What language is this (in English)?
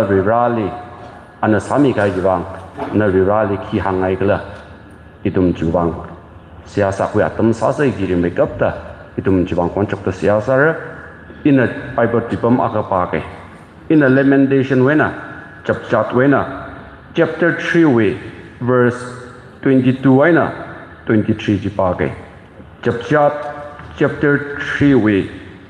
Tangkhul Naga (India)